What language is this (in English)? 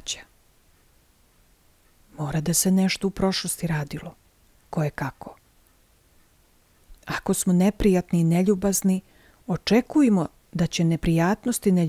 Serbian